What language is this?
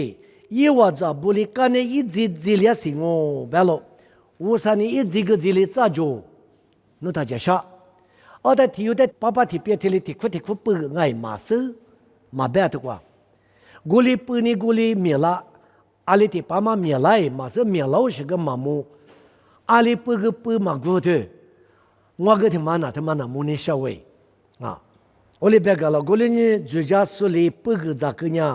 Lisu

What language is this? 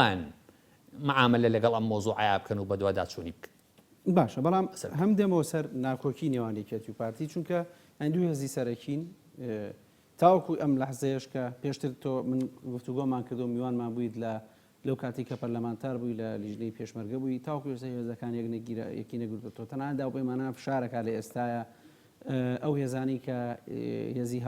Central Kurdish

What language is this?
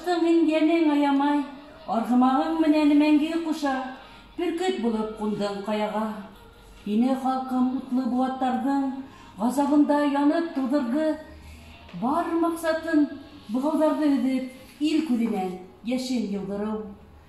Bashkir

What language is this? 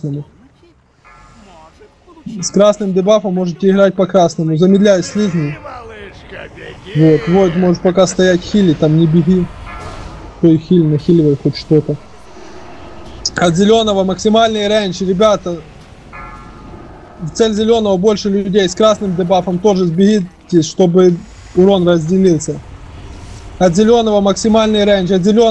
Russian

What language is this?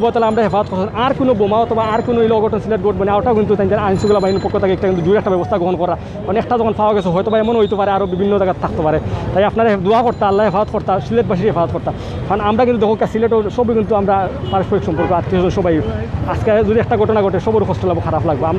Sylheti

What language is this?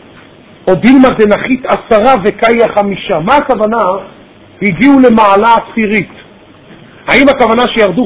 Hebrew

